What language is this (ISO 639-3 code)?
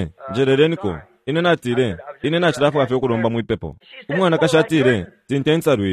bem